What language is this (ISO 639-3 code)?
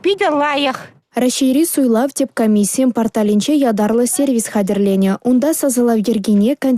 chv